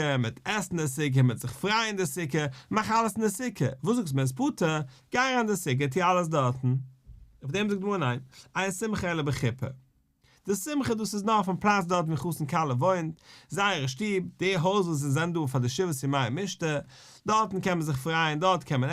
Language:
Yiddish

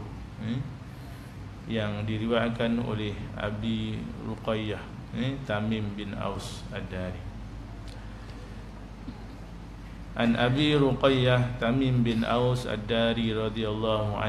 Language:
Malay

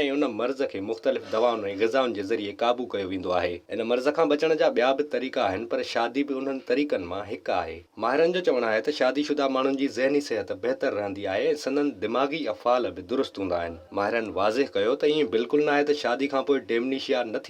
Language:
Sindhi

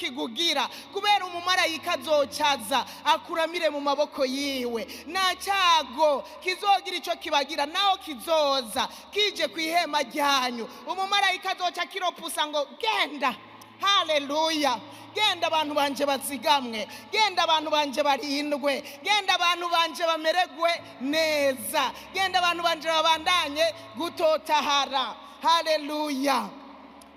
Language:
Rundi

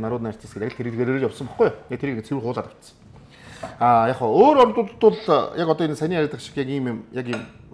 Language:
Mongolian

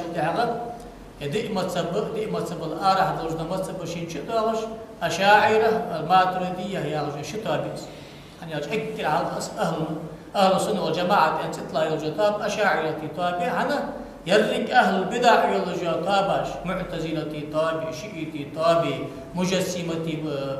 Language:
Ingush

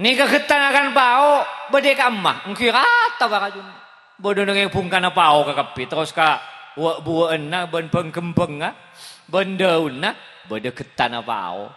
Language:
Madurese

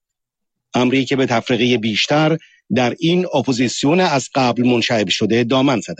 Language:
Persian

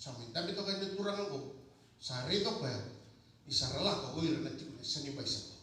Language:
Fijian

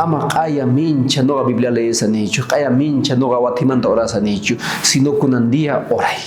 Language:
South Bolivian Quechua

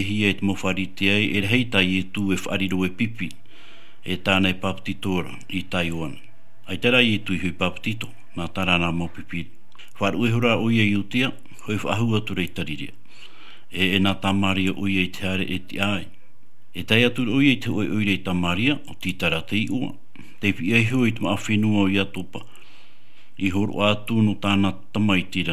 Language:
Tahitian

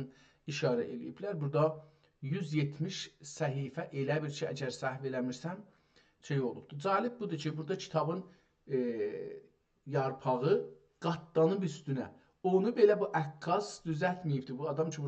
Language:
South Azerbaijani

